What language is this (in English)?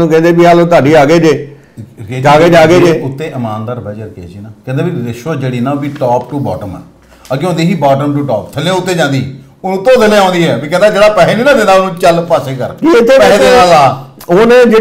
Punjabi